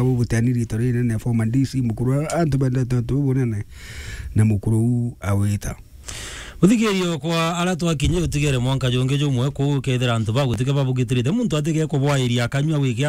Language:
Meru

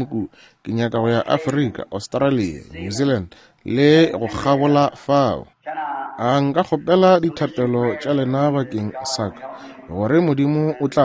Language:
Northern Sotho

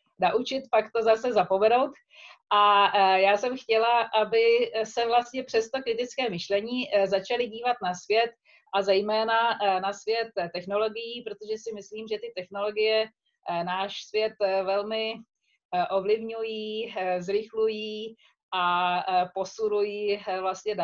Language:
Czech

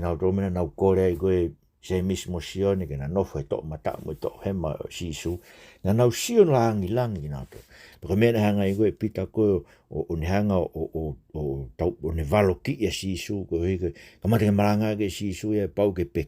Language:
Tongan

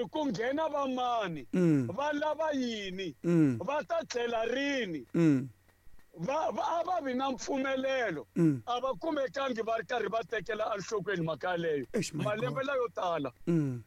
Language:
Tsonga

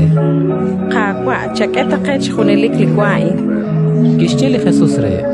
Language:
Kekchí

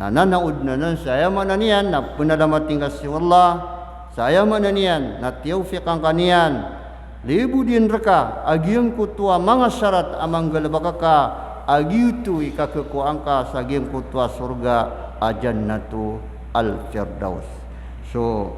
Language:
Maranao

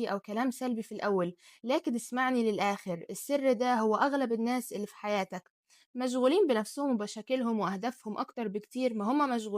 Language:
Egyptian Arabic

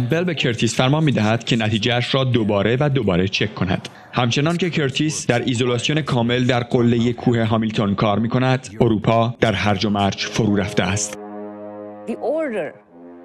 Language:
Persian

